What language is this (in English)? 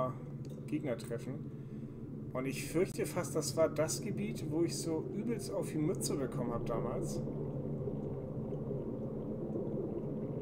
German